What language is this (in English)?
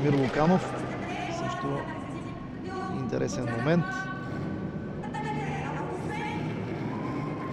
Bulgarian